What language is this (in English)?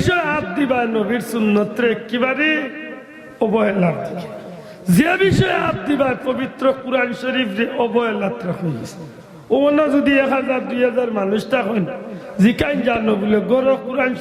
Sylheti